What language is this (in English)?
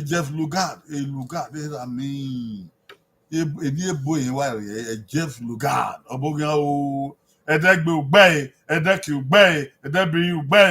Bini